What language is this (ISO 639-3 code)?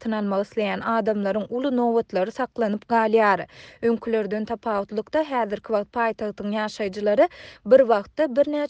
tuk